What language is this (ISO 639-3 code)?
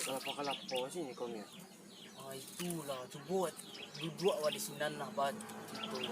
min